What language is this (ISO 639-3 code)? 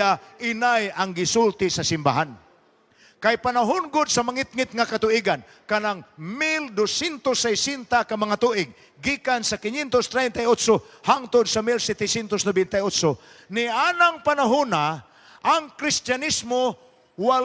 ceb